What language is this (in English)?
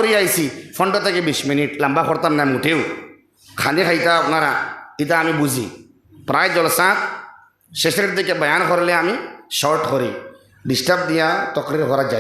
Sylheti